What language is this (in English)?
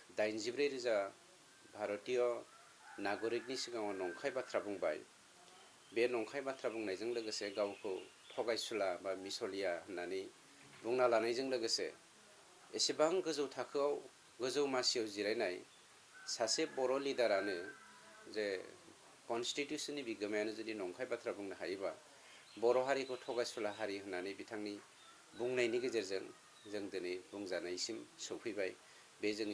Bodo